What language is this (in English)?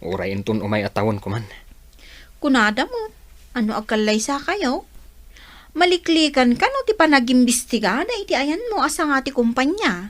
Iloko